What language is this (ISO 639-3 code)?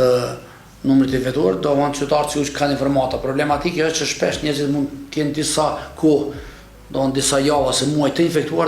sqi